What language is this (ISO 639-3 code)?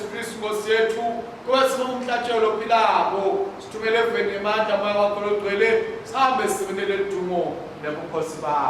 ssw